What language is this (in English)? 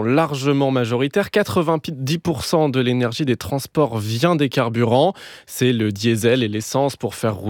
French